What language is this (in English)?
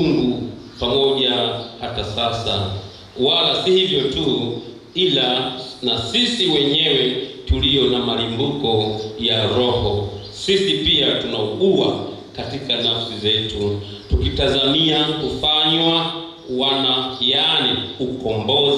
Swahili